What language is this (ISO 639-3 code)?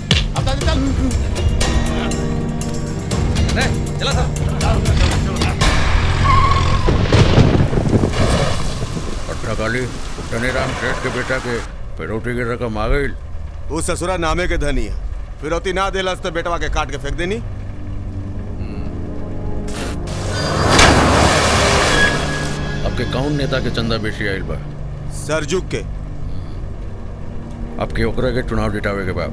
bho